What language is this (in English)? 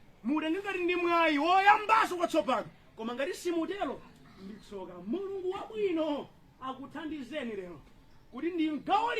Nyanja